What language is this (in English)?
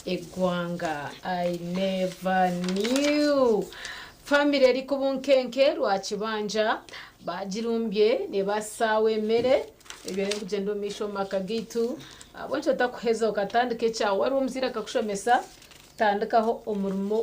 Nyankole